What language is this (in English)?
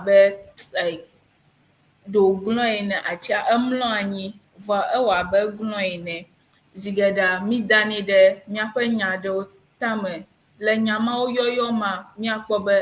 Ewe